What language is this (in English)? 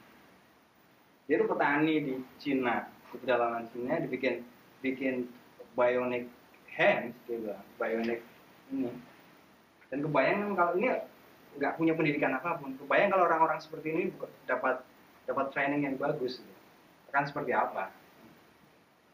Indonesian